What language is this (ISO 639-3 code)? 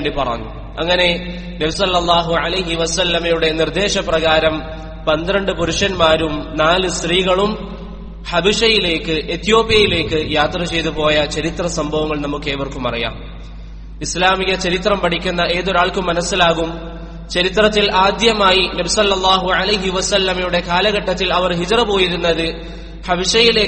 mal